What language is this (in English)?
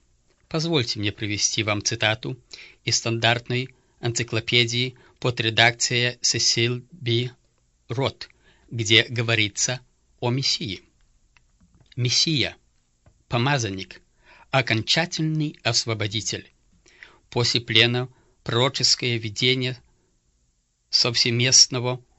Russian